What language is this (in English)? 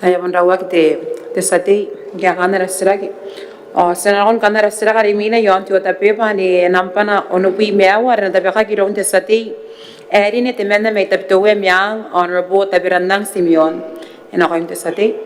Gilbertese